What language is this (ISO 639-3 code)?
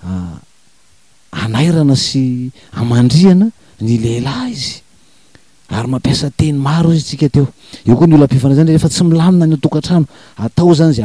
mlg